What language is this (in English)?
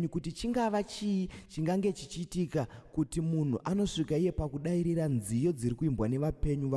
Shona